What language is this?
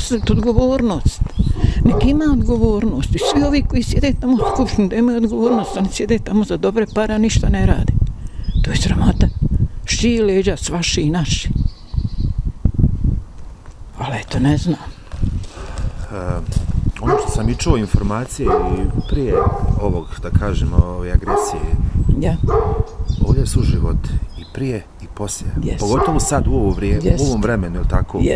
Bosnian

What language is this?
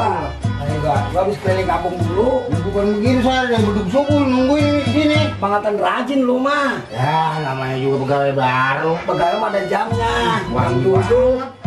Betawi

